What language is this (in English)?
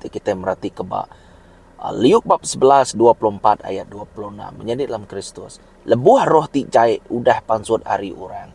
Iban